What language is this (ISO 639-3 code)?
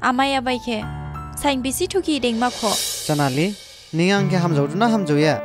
dis